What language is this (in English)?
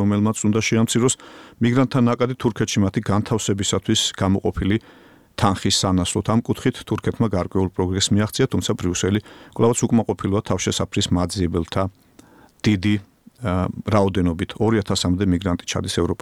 Georgian